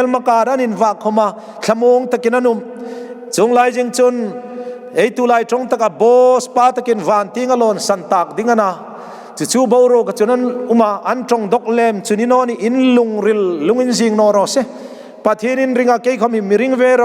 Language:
Hmar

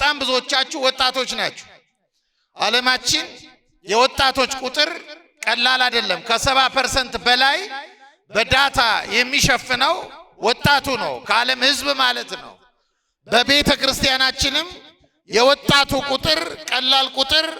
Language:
Amharic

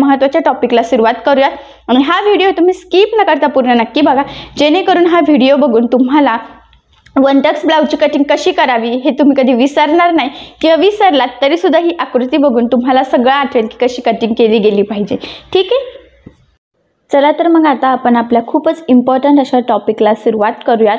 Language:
Marathi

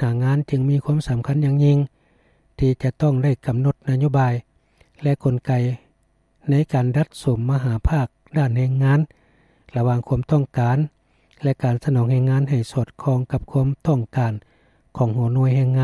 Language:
Lao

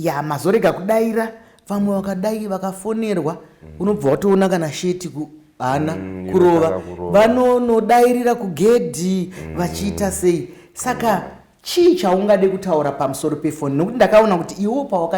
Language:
Shona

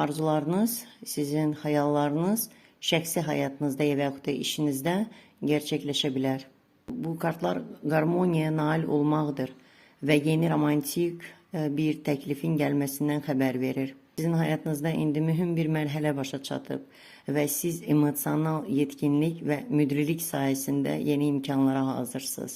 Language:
Azerbaijani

